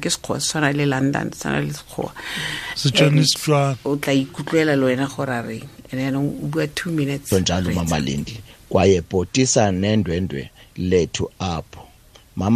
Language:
Tswana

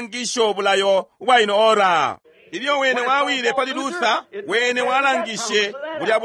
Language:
Bemba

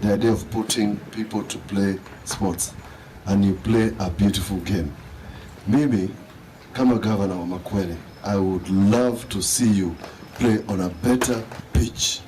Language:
Kamba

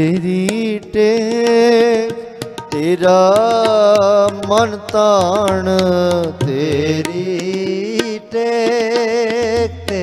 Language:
Punjabi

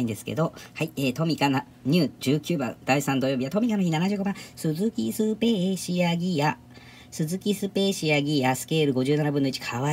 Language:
Japanese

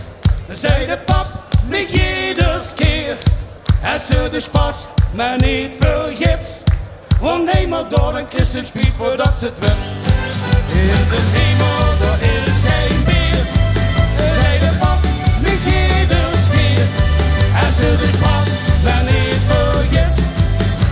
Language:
Limburgish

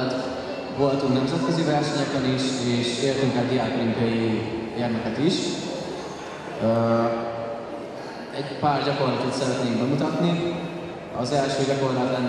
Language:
Hungarian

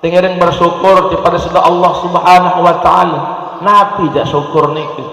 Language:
Sasak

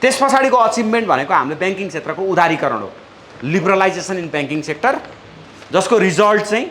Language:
Nepali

